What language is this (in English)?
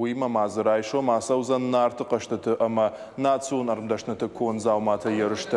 Ossetic